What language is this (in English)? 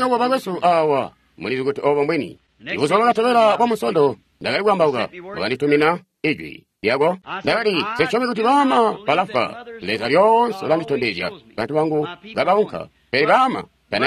Tonga (Zambia)